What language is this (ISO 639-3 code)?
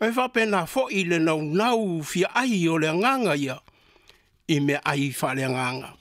smo